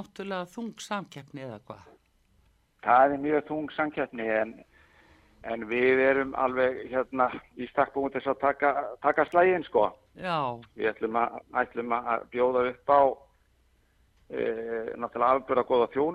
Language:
Icelandic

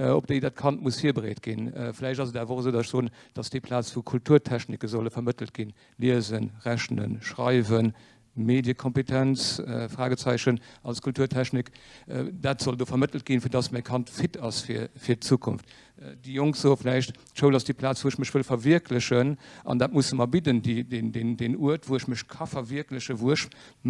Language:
Luxembourgish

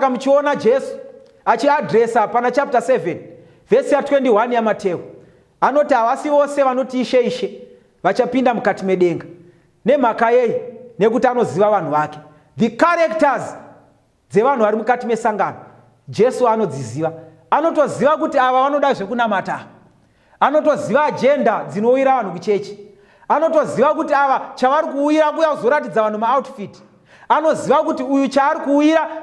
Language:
Shona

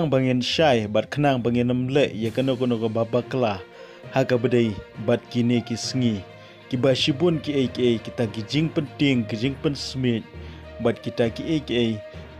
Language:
Khasi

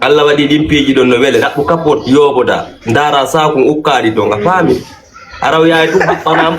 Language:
Fula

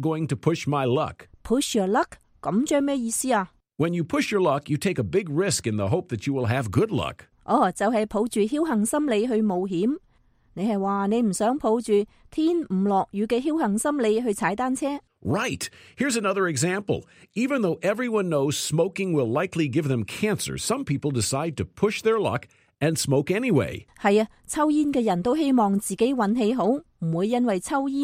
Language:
Cantonese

